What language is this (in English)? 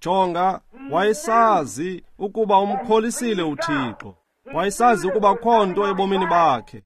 Xhosa